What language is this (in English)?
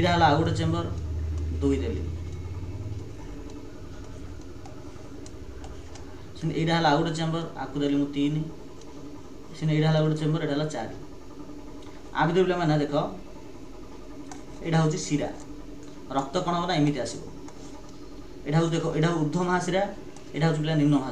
Odia